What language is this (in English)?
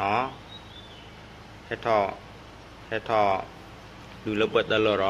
S'gaw Karen